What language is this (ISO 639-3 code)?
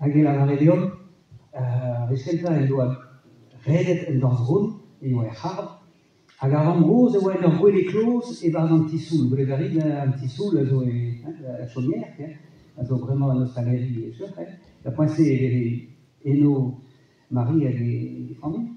bre